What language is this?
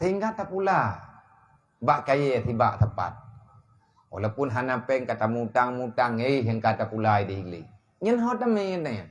Achinese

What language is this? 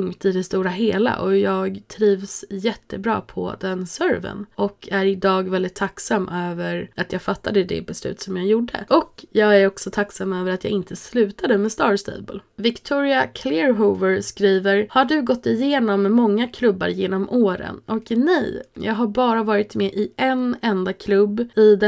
Swedish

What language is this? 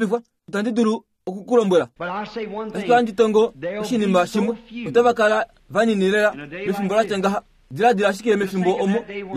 Kuanyama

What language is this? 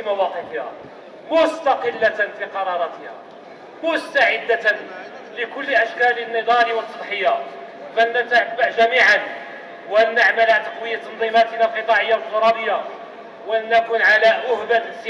Arabic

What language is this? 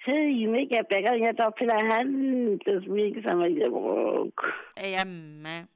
Southern Sotho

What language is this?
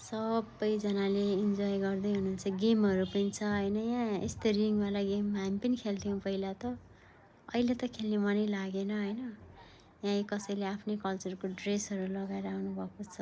Nepali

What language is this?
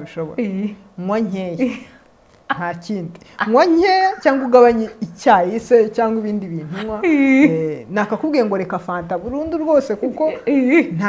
Kinyarwanda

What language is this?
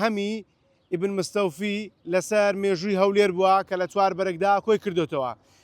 Central Kurdish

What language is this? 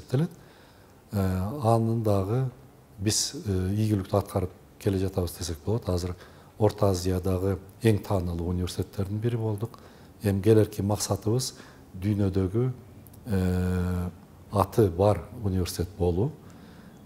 Kyrgyz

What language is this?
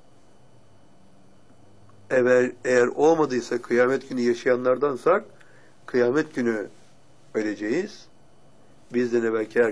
Turkish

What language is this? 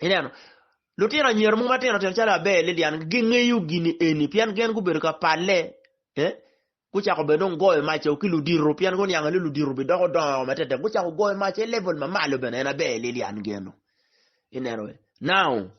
Acoli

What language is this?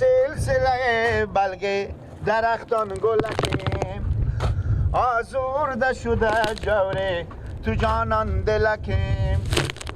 Persian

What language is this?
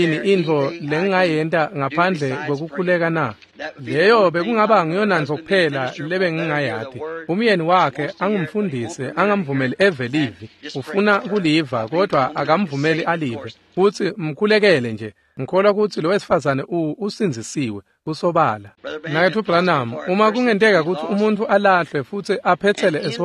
Swati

